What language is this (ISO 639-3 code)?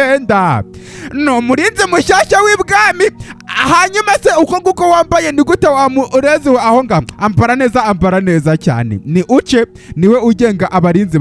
kin